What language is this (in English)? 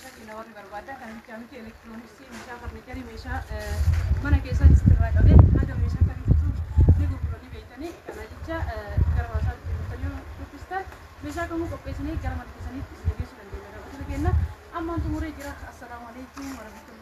Oromo